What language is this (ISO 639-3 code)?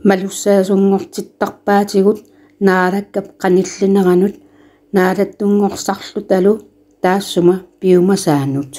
kal